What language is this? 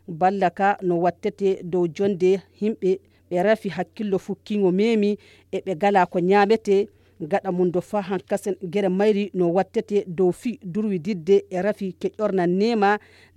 Fula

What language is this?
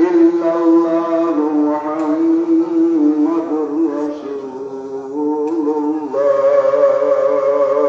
Sylheti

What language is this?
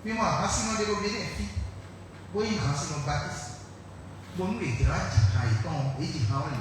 Fon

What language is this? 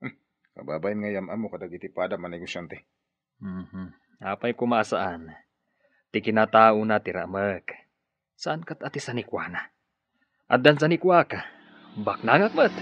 Iloko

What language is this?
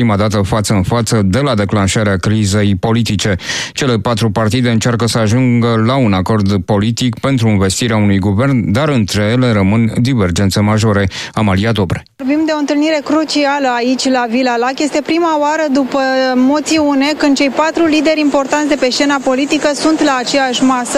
Romanian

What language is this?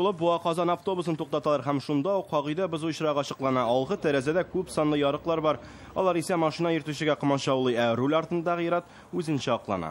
Tatar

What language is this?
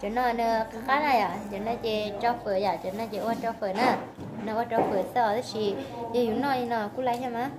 Hmong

